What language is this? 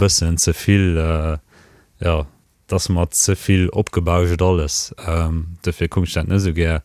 Luxembourgish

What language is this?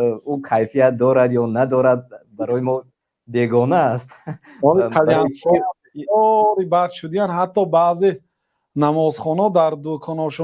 Tajik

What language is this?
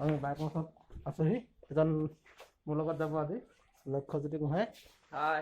Assamese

